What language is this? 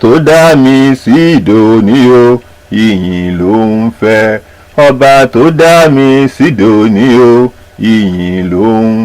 Yoruba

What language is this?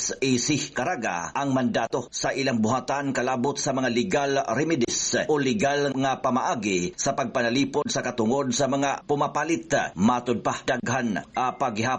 Cebuano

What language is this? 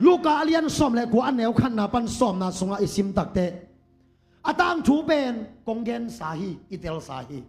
Tedim Chin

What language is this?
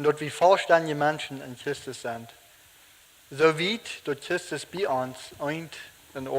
Plautdietsch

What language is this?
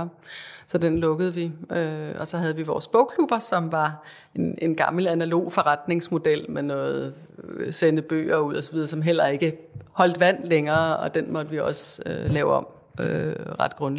Danish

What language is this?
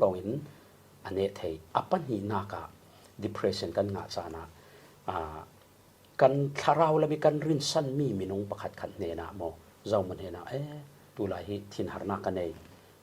Falam Chin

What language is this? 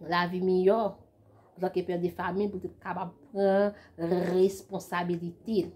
Haitian Creole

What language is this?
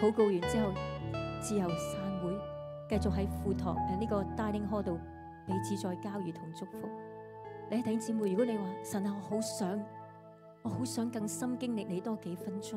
Cantonese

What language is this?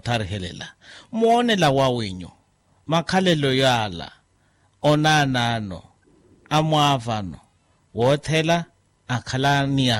Makhuwa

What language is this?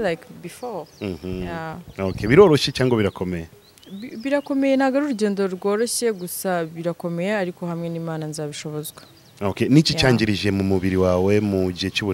Kinyarwanda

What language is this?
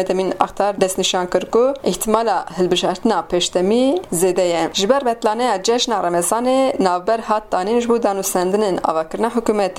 Kurdish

